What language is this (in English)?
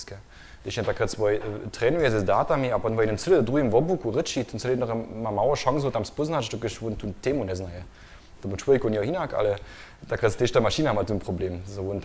Upper Sorbian